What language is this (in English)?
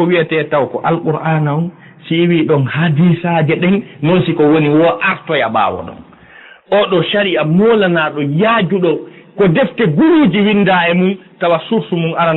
Fula